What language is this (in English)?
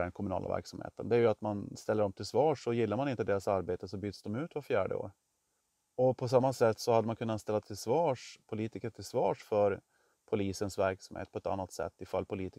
Swedish